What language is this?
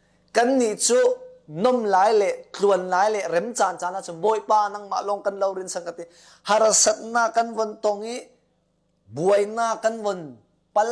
Falam Chin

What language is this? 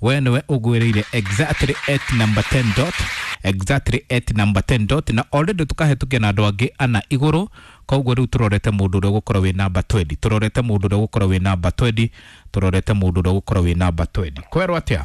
Kikuyu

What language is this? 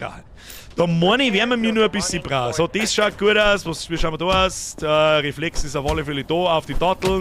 Bavarian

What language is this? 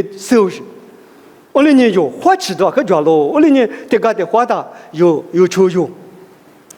Lisu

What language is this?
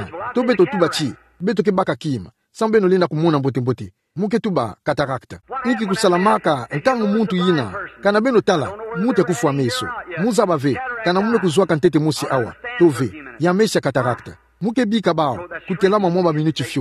Kituba (Democratic Republic of Congo)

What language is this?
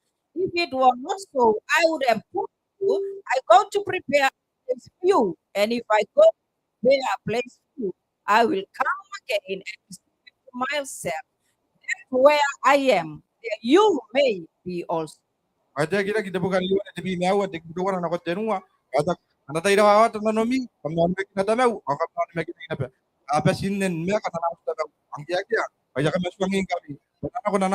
Gilbertese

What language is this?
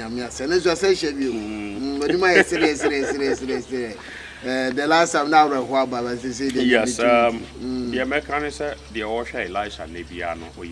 Akan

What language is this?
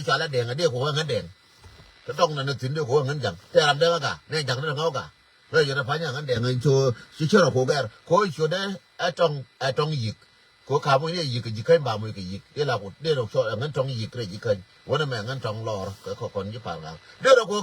Nuer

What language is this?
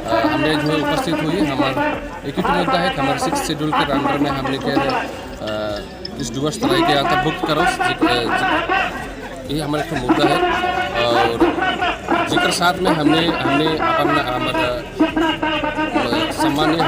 Sadri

